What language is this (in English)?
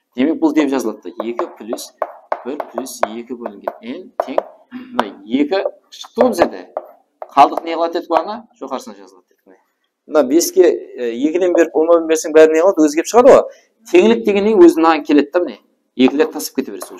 Kara-Kalpak